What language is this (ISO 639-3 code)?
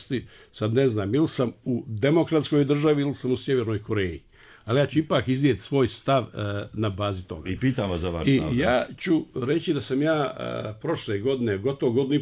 bos